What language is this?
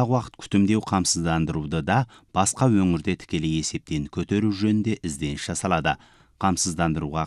Kazakh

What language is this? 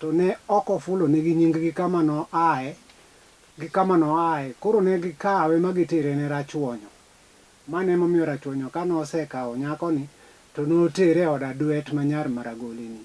Luo (Kenya and Tanzania)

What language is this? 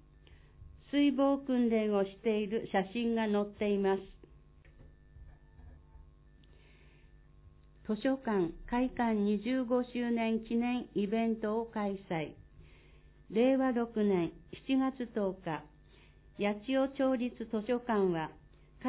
Japanese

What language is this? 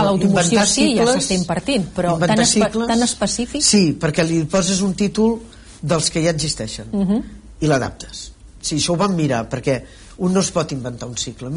Catalan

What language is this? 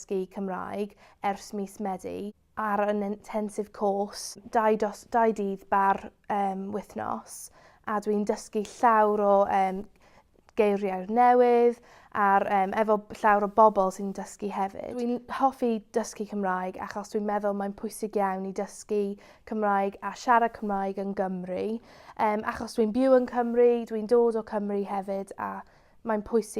Welsh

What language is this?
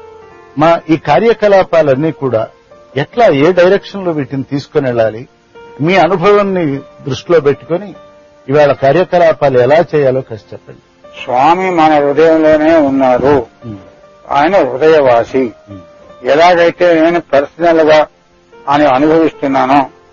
Telugu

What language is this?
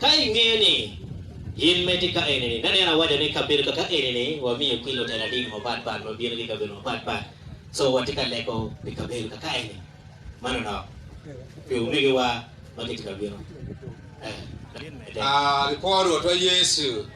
Acoli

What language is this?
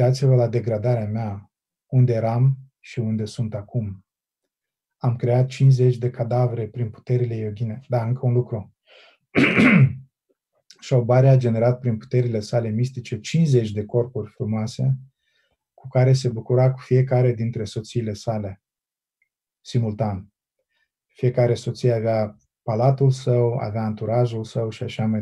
Romanian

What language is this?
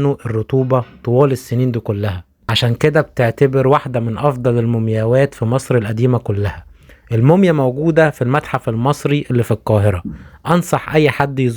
Egyptian Arabic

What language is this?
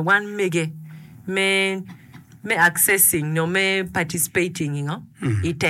Acoli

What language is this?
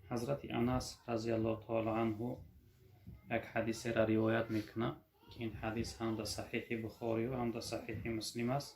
Tajik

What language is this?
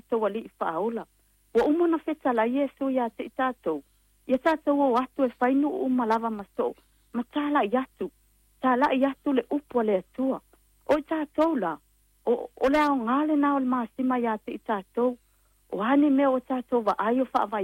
Samoan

